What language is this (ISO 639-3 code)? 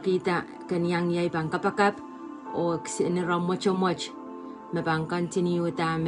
pon